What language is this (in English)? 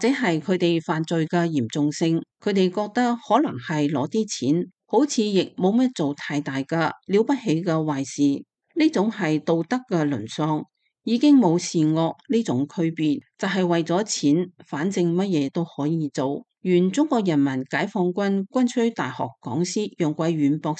Cantonese